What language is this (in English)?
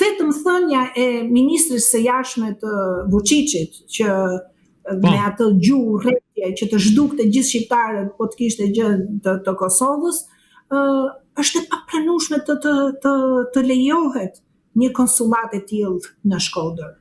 Albanian